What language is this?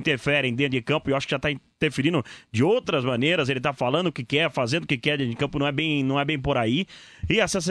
Portuguese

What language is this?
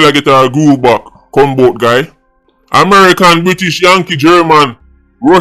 Jamaican Creole English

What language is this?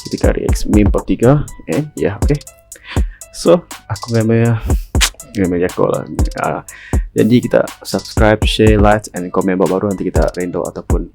Iban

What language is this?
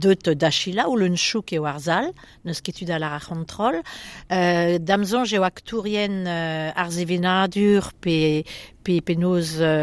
Breton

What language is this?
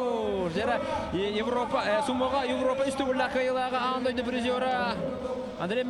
Yakut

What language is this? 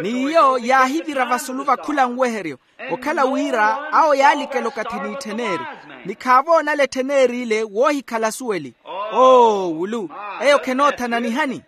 Makhuwa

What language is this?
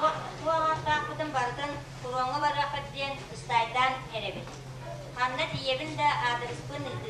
Yakut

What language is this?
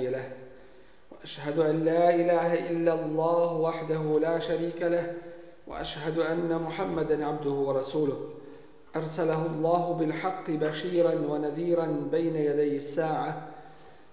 Bosnian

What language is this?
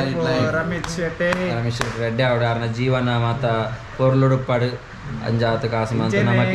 Tulu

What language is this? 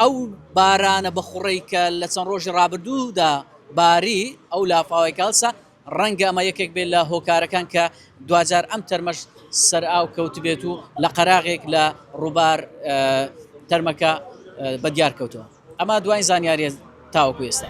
Central Kurdish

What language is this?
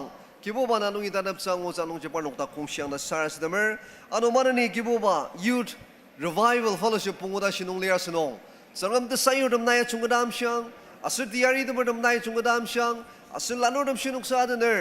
Ao Naga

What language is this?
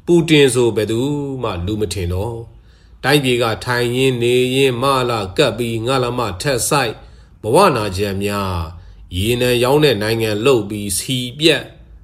Burmese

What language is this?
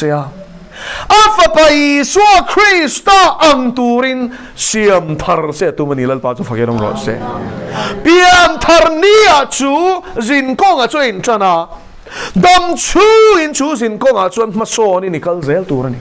Mizo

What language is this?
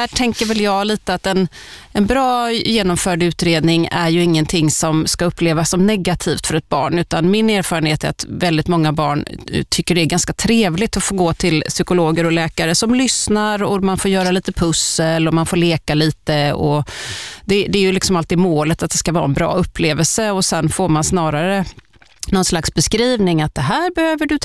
Swedish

